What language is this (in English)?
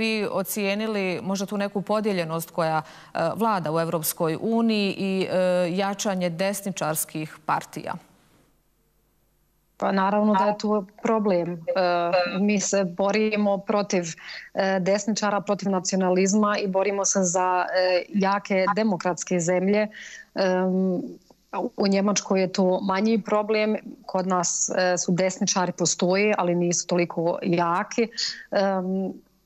Bosnian